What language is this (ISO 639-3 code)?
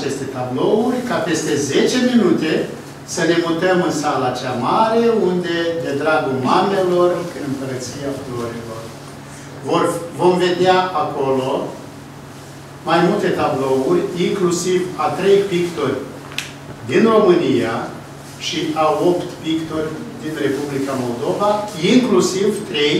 ron